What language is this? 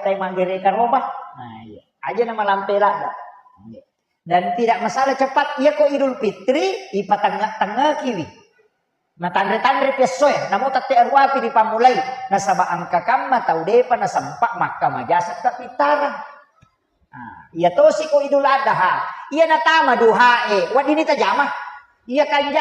Buginese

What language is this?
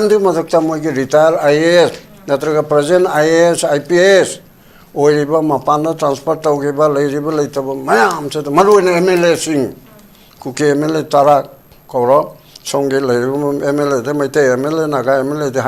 Manipuri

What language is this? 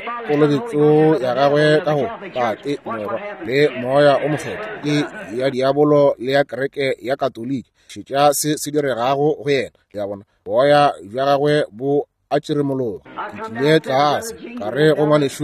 Northern Sotho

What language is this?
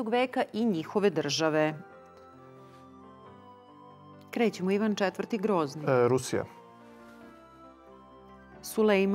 Serbian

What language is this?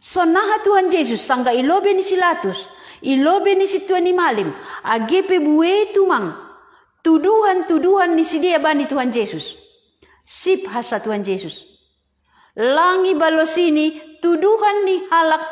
Batak Simalungun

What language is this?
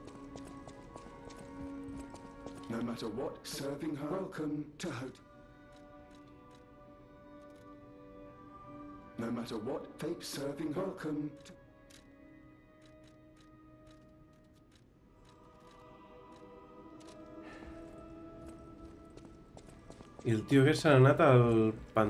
Catalan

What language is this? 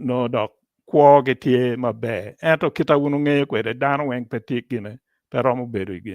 Acoli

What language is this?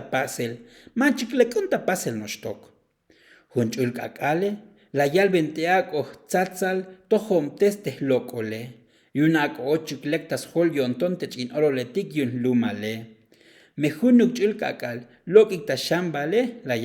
Tzotzil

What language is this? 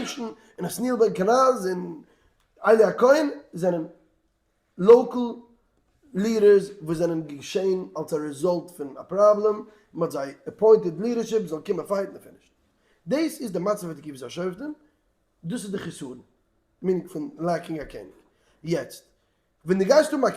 Yiddish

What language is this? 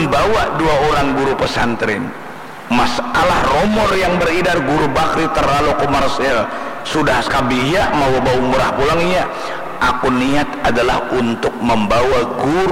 Banjar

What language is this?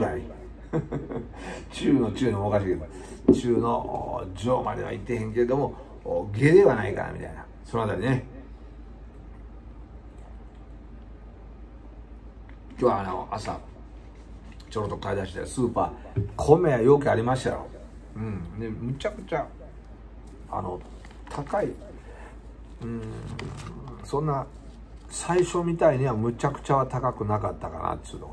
Japanese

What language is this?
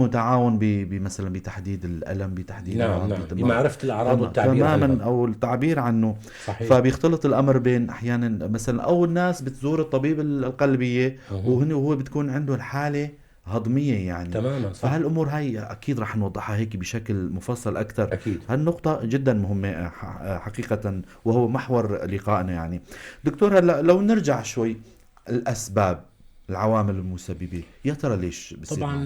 North Levantine Arabic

